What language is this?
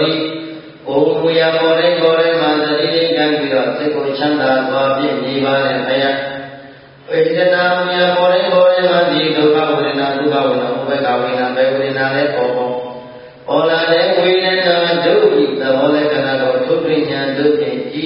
Burmese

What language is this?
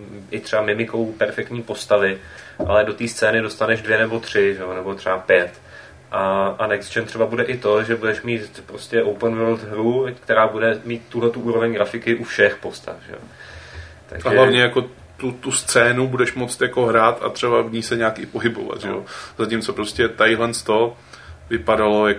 Czech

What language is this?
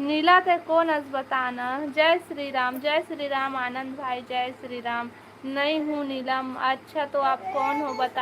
Chhattisgarhi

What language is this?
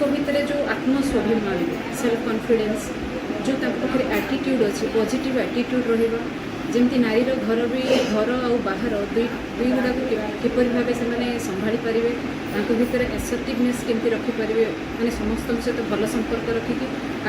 Odia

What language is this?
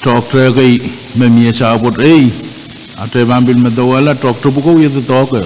Pohnpeian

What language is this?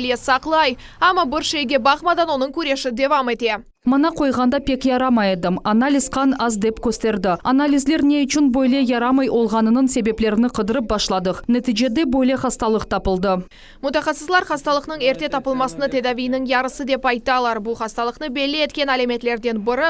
Crimean Tatar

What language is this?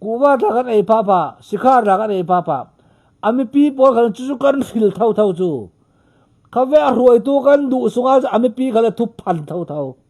Falam Chin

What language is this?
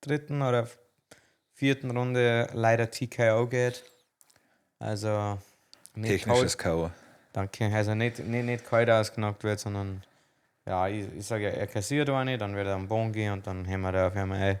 Bavarian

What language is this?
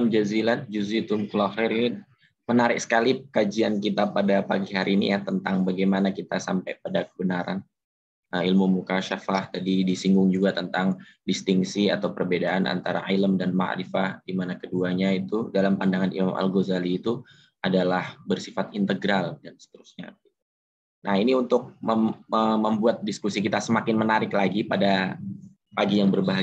Indonesian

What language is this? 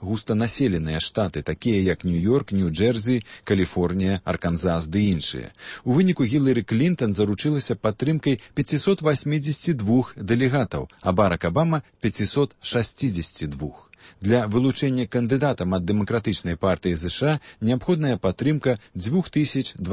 Belarusian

